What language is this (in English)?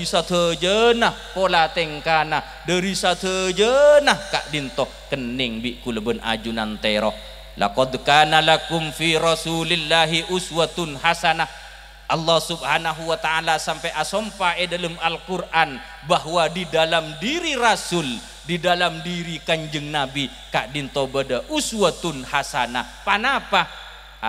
Madurese